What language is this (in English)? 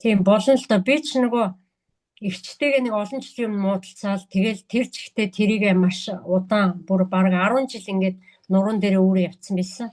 Mongolian